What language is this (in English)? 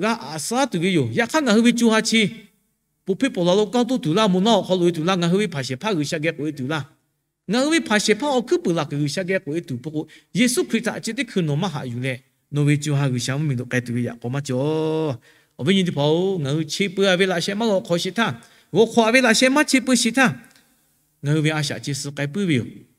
Lahu